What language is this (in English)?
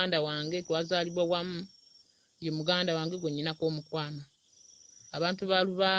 Ganda